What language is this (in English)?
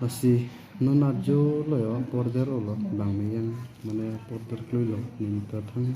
Karbi